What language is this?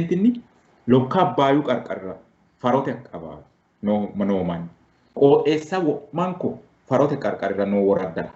Sidamo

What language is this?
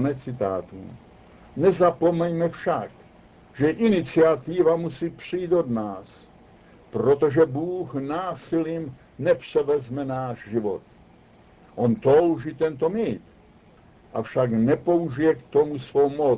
Czech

